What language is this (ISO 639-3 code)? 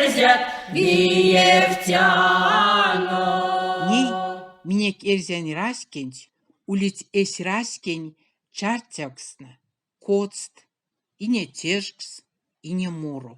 myv